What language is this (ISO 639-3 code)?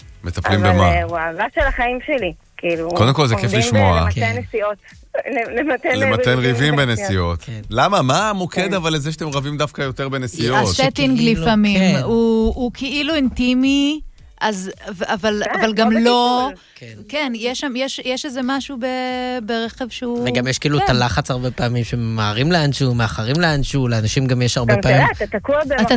heb